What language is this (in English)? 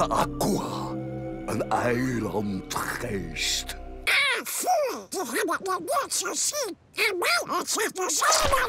Dutch